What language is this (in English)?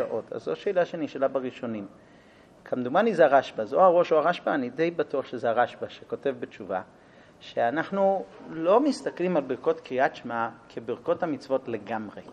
Hebrew